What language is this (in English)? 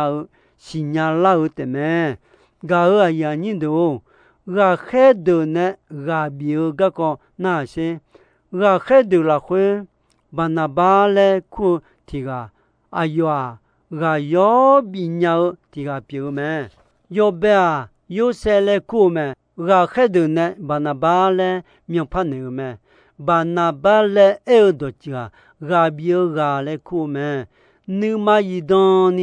Akha